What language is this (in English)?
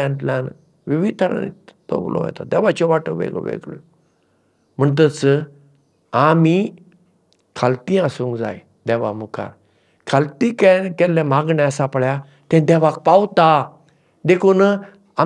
Konkani